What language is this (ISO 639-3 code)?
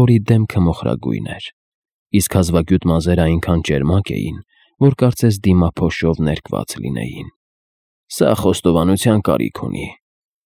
hye